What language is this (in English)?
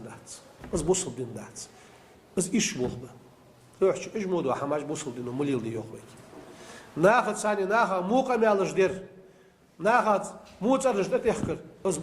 Ingush